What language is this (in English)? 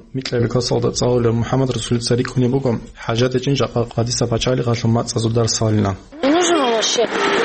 Avaric